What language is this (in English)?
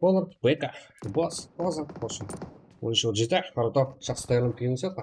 Kara-Kalpak